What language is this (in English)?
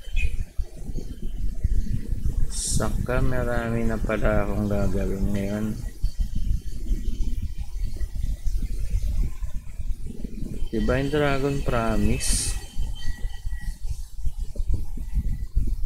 Filipino